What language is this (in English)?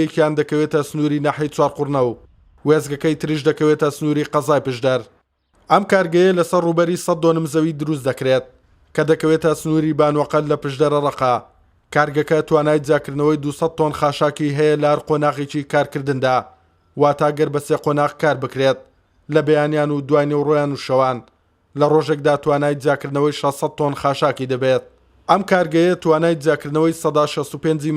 Central Kurdish